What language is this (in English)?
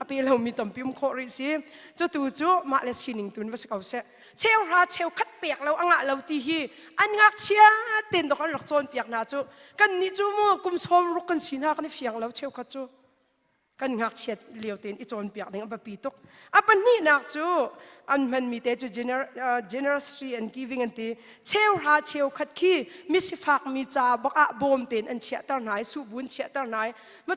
Hakha Chin